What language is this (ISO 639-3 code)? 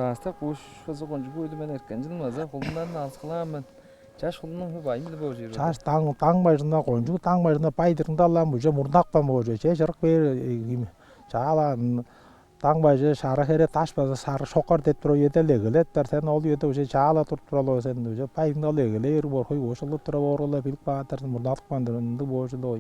tyv